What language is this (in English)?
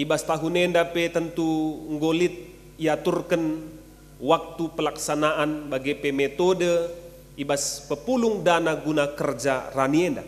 Batak Karo